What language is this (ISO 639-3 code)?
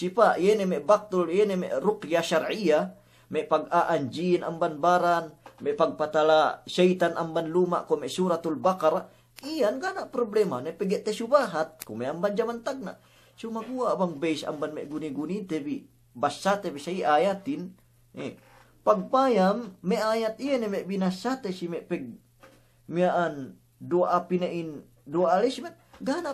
yka